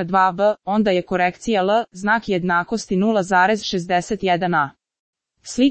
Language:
Serbian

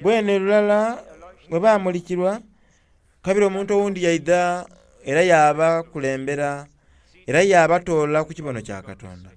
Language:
Soga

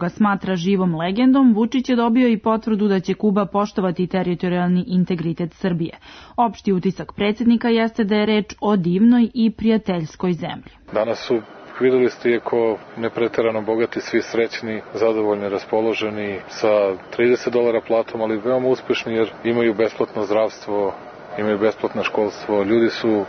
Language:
Serbian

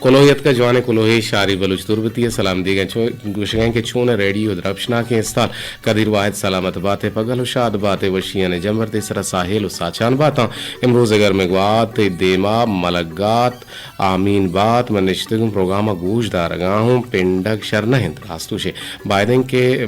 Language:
Eastern Balochi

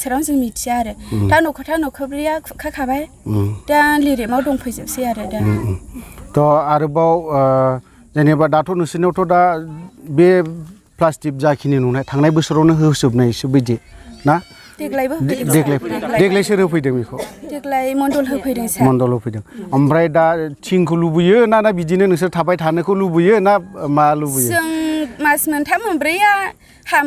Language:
Bodo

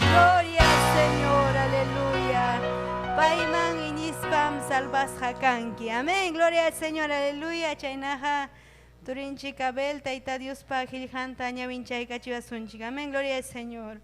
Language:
Ayacucho Quechua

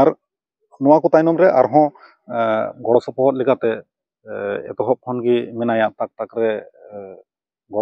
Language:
Santali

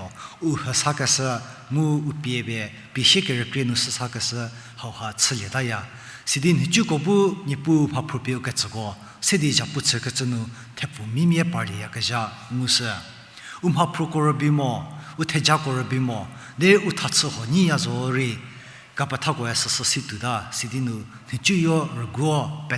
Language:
Angami Naga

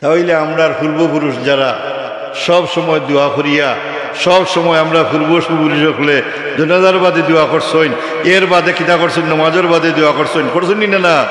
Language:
Sylheti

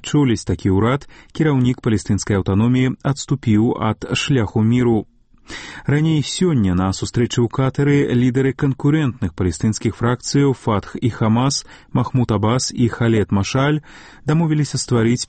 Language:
Belarusian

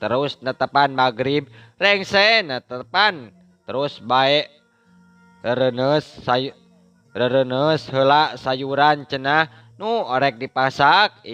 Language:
Sundanese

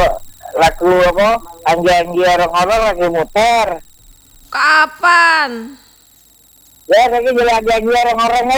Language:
Indonesian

